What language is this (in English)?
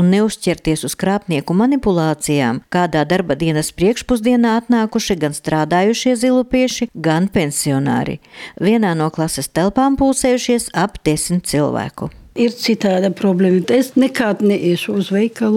Latvian